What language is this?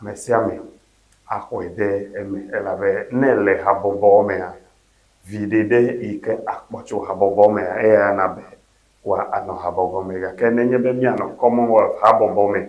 Ewe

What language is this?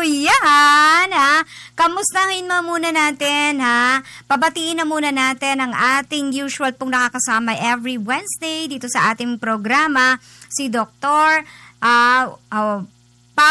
Filipino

